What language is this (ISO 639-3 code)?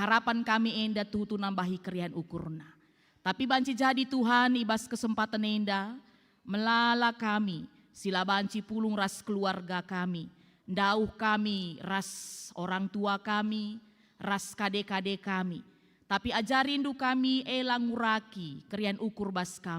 btx